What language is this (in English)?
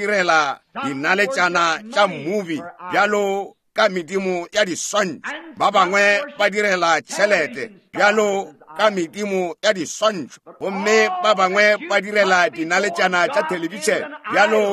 Northern Sotho